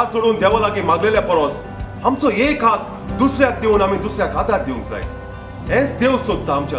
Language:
Konkani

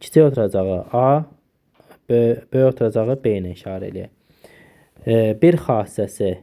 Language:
Azerbaijani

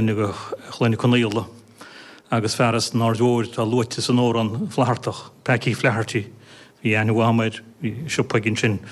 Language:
Irish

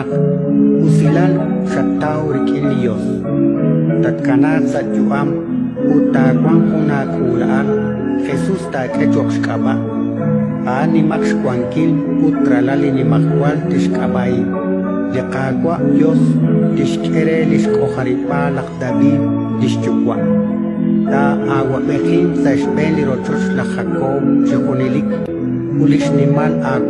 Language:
Kekchí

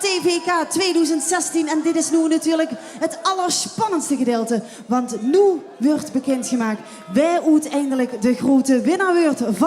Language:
Limburgish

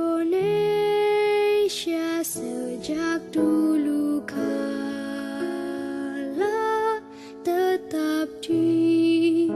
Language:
Betawi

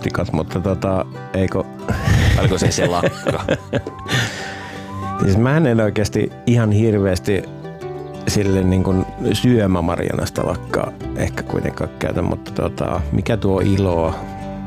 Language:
Finnish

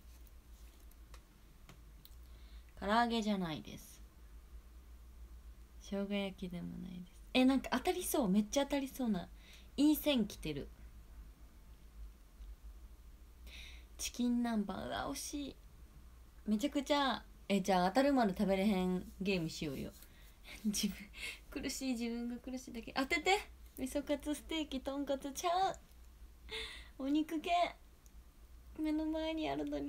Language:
Japanese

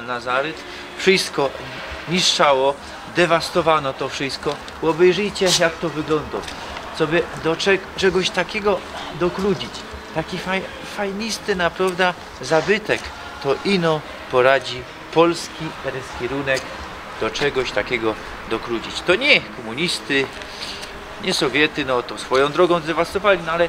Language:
Silesian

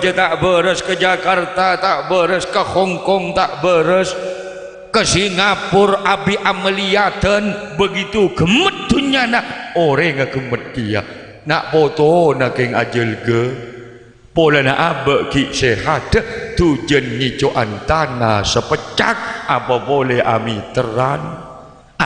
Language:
Madurese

